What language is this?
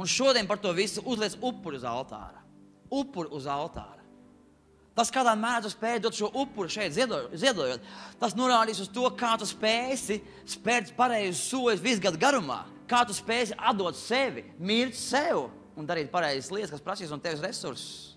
Latvian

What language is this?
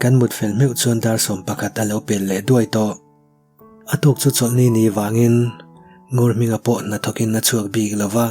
Mizo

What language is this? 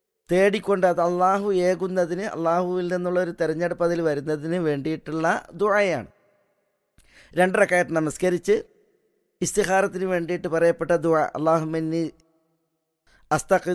Malayalam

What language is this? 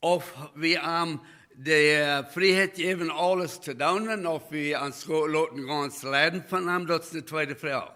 Plautdietsch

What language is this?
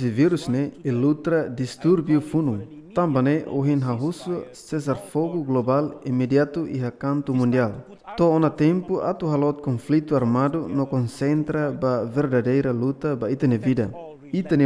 Tetum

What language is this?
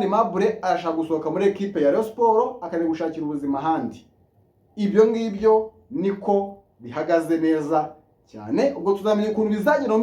Kinyarwanda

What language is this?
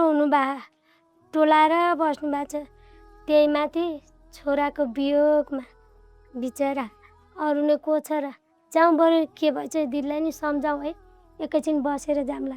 Nepali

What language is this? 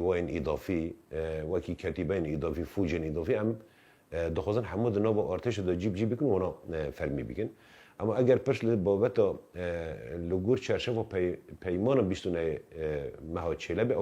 Kurdish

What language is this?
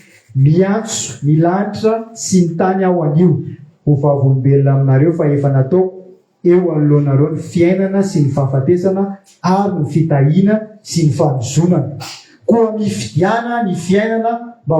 Malagasy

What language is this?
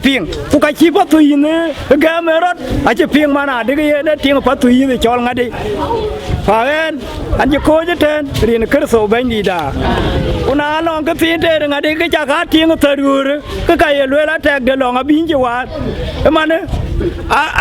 Dinka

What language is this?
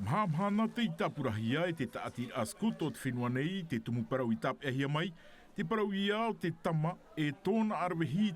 Tahitian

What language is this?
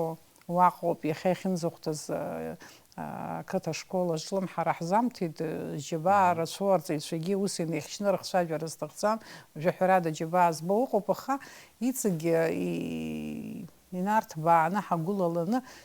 Abkhazian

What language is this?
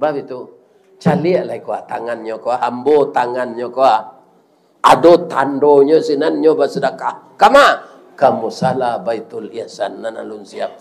Minangkabau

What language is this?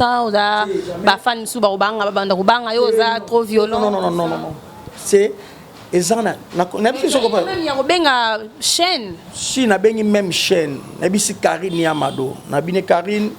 Lingala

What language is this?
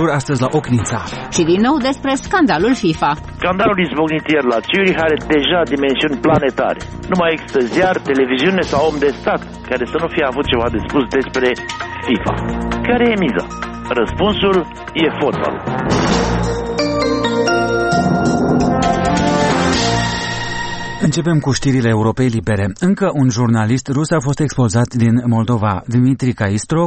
Romanian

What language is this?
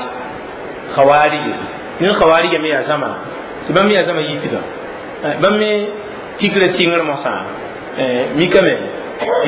Mossi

